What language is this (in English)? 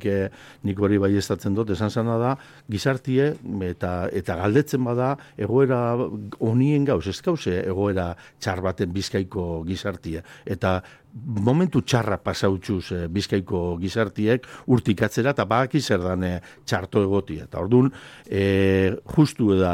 Basque